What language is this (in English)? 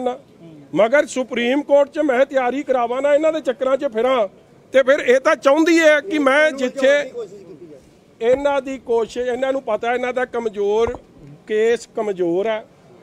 Punjabi